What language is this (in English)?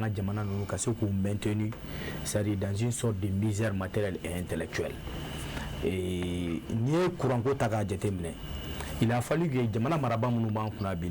Bambara